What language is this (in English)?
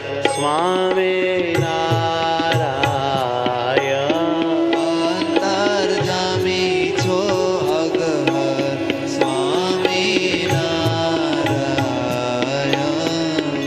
Gujarati